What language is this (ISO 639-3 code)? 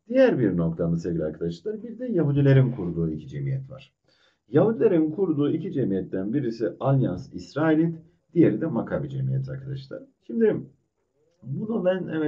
tur